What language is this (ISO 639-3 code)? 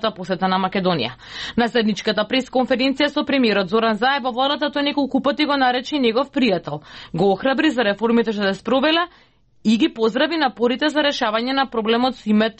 mkd